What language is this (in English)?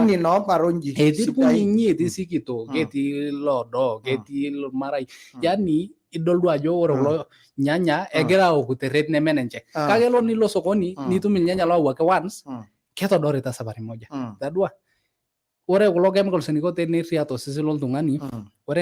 Masai